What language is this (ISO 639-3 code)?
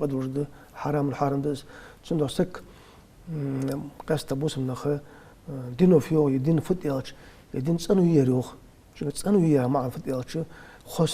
inh